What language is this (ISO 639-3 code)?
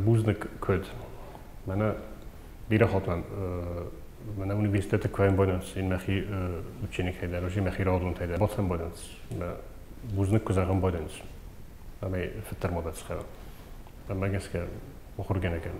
oss